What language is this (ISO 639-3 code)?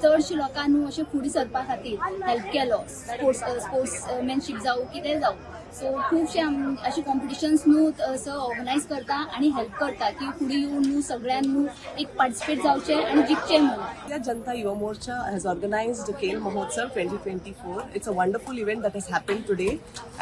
kok